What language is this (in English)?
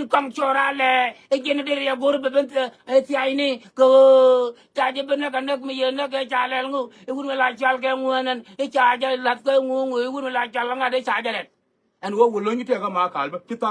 Nuer